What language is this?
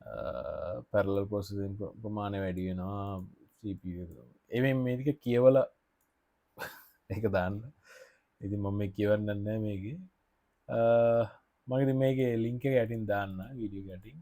Sinhala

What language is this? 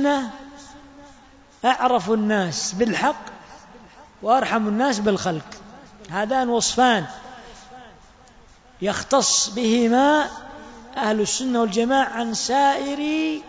Arabic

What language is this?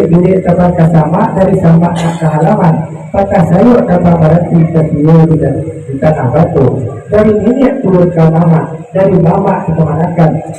Minangkabau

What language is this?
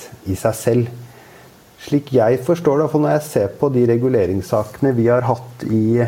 Norwegian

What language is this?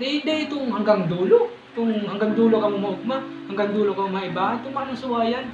Bikol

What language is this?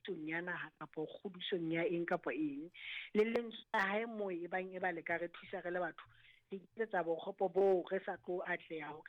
Southern Sotho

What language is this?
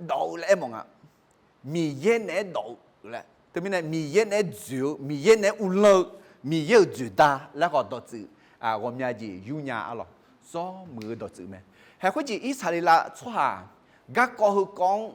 Akha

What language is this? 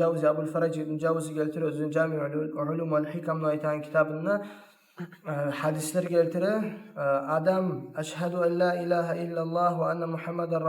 Kumyk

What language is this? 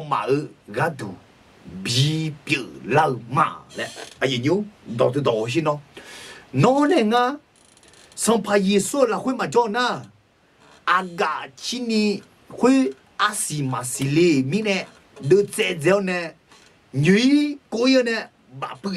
Akha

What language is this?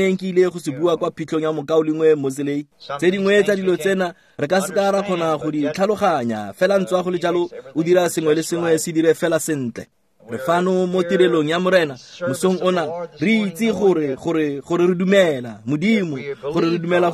Tswana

